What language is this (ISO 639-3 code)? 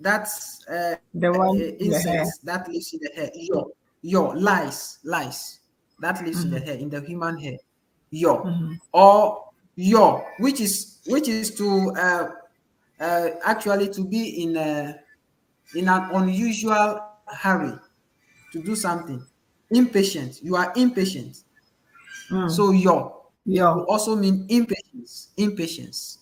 ewe